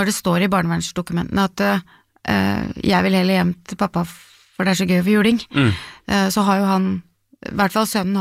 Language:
Norwegian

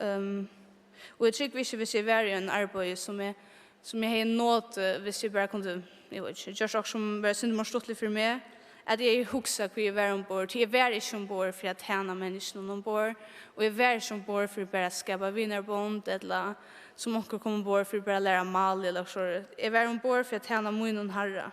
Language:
Faroese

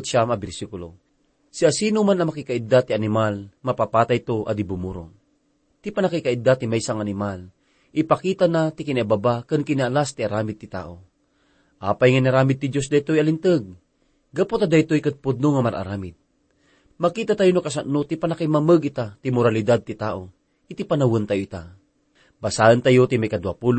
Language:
Iloko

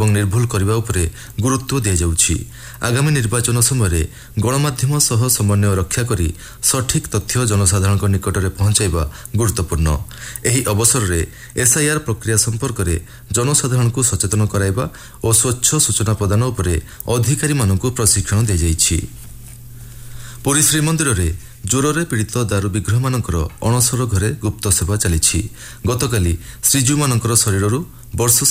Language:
Odia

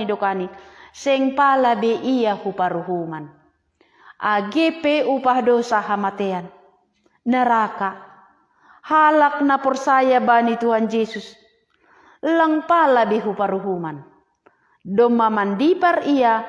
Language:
Batak Simalungun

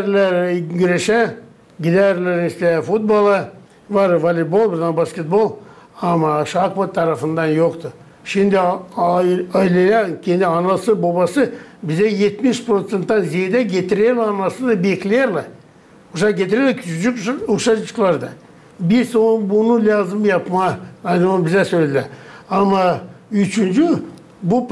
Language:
Gagauz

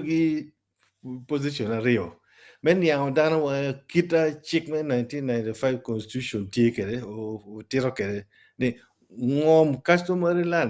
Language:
Acoli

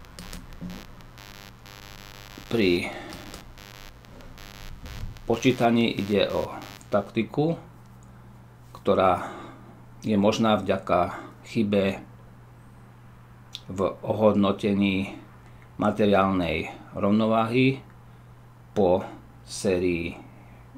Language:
Slovak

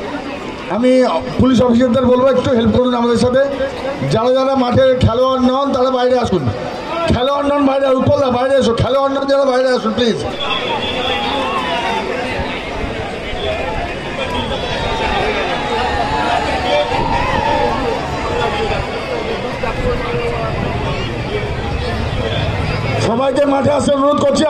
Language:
Bangla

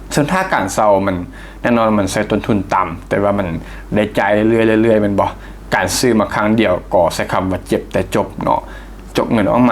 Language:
Lao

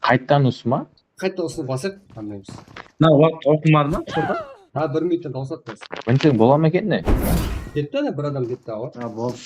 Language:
Kara-Kalpak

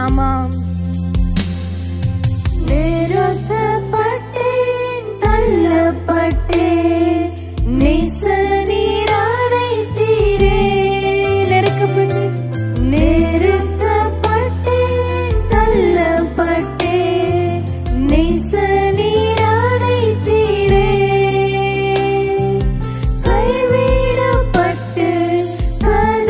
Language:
Tamil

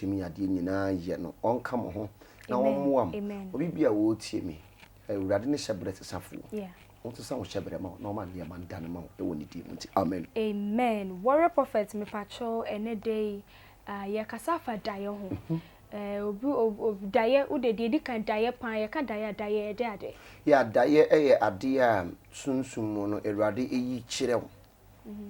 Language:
Akan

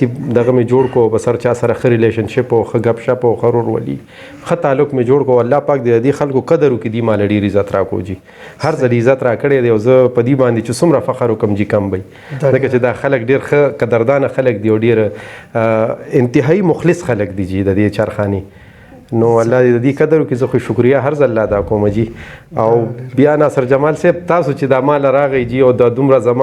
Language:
Pashto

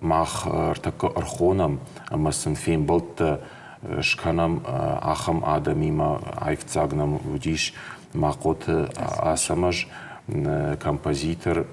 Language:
Ossetic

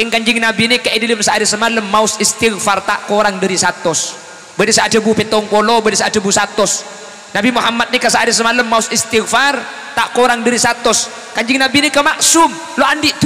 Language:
Madurese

